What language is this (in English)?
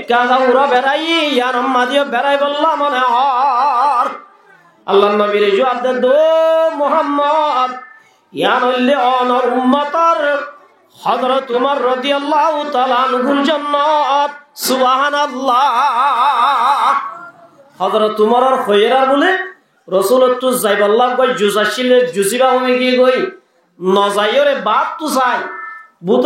Rohingya